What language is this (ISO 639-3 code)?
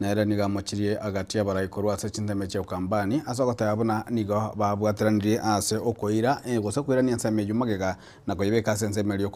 guz